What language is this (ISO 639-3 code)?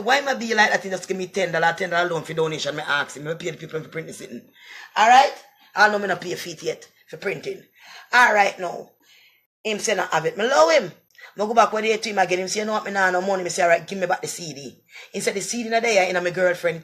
jam